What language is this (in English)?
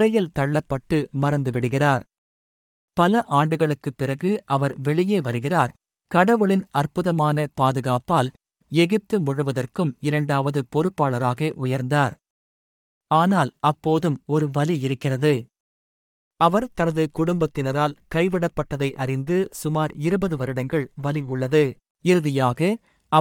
Tamil